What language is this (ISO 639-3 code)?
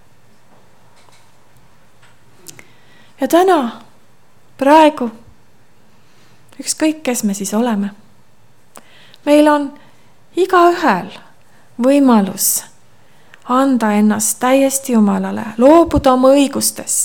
est